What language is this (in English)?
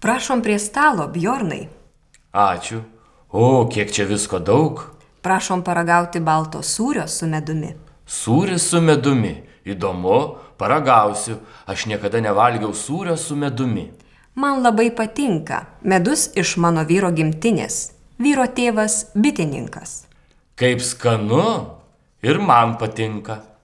Lithuanian